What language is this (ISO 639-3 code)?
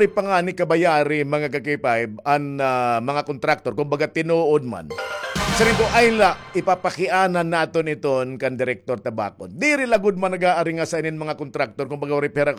war